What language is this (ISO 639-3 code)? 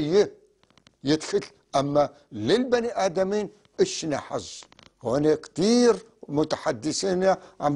apc